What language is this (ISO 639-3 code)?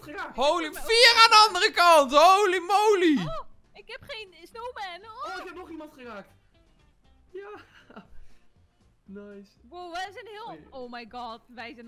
nld